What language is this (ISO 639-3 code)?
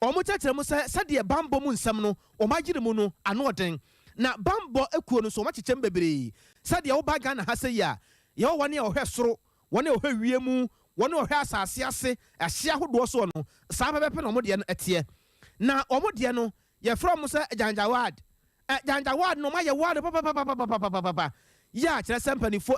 aka